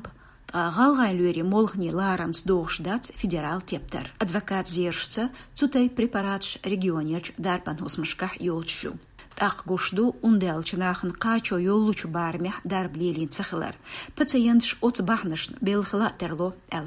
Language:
Chechen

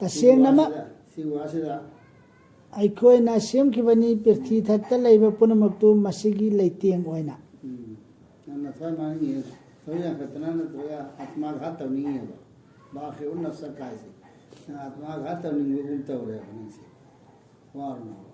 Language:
Manipuri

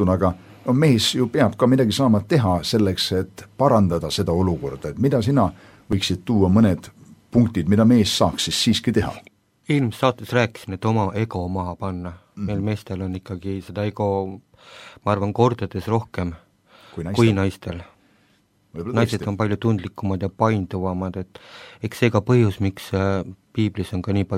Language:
Estonian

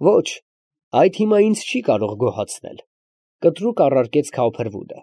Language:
Armenian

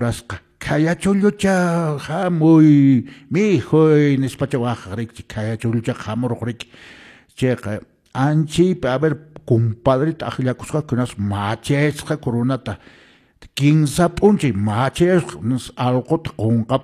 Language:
Quechua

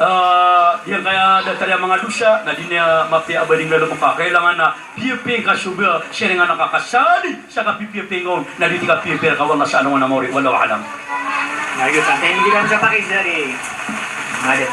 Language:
Maranao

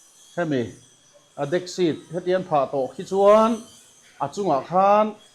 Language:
Mizo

